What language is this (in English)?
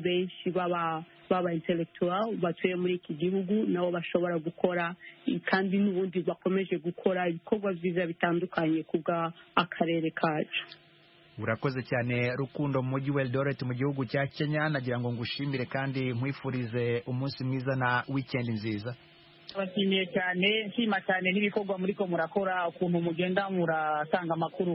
Kinyarwanda